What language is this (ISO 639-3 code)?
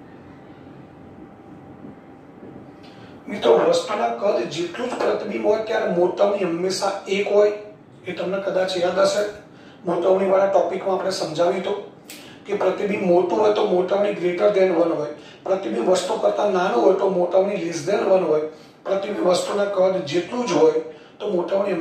guj